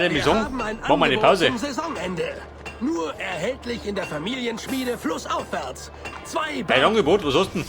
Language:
Bavarian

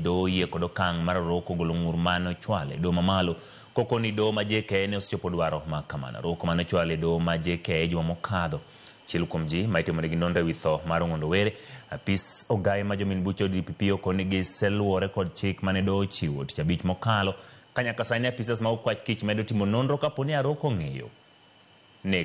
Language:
Luo (Kenya and Tanzania)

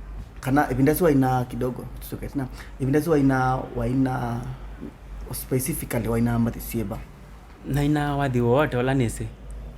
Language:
Kamba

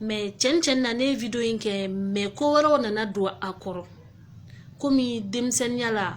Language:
Bambara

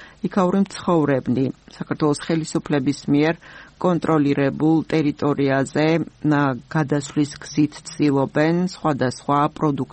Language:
Georgian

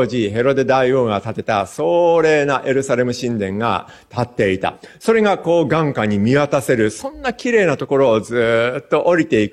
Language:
Japanese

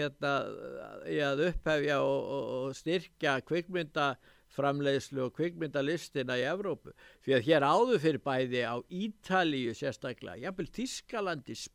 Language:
Icelandic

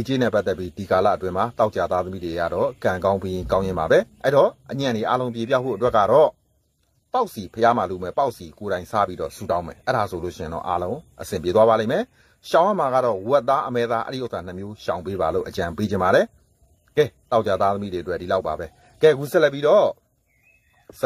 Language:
Burmese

